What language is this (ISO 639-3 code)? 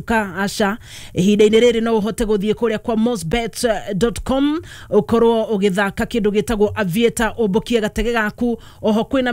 kik